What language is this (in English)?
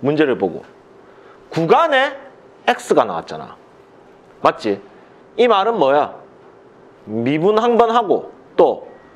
Korean